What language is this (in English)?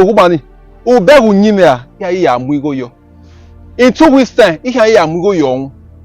Bini